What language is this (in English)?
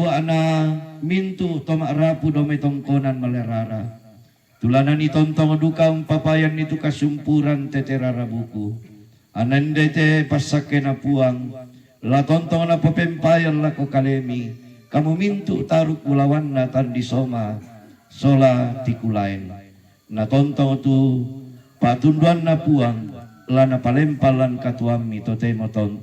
Toraja-Sa'dan